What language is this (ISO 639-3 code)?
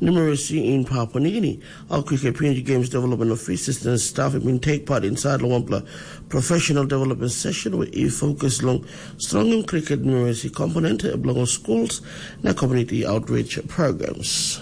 tpi